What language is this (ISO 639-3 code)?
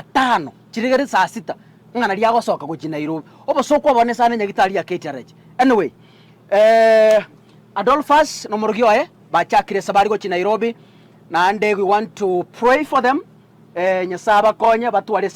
guz